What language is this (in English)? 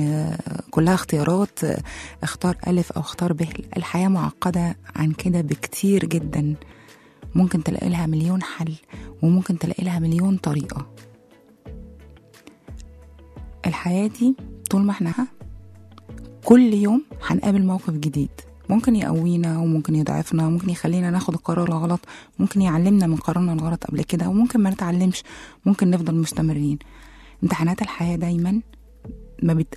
Egyptian Arabic